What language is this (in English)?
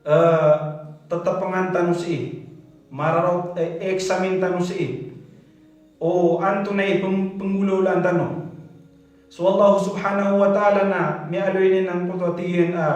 Maranao